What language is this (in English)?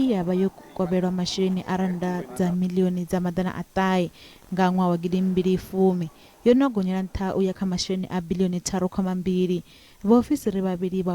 Venda